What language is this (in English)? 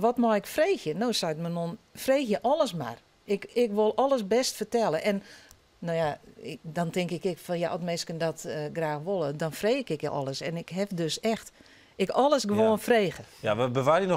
Western Frisian